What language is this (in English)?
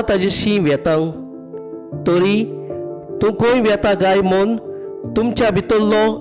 Konkani